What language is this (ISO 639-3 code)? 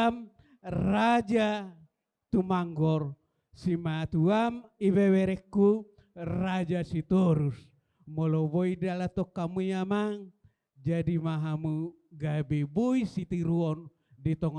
bbc